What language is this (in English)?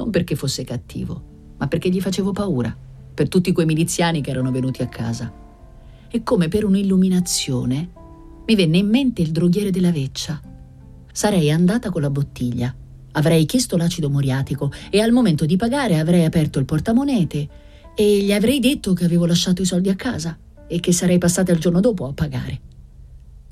Italian